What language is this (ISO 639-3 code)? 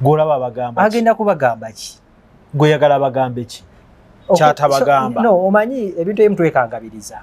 lug